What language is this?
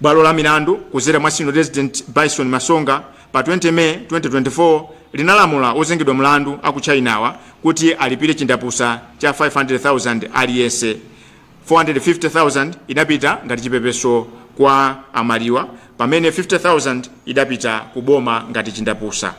Nyanja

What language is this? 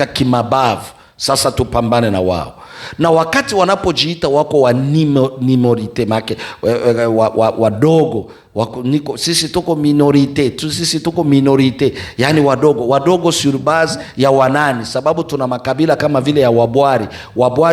Swahili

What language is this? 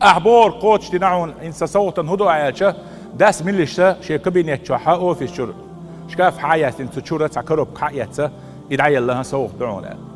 Chechen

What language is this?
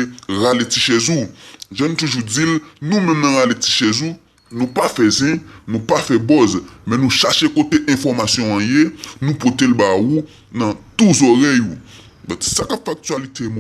Haitian Creole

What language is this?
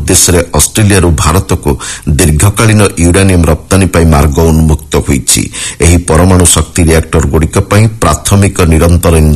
Odia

